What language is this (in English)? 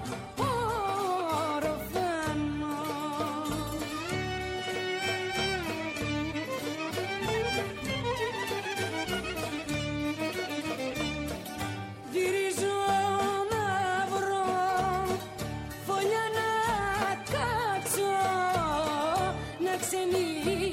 Greek